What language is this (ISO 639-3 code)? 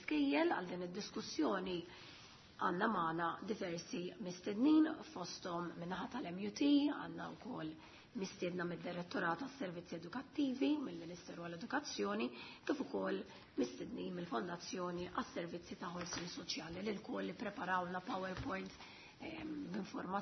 mlt